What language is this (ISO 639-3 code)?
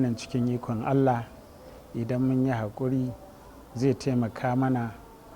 hau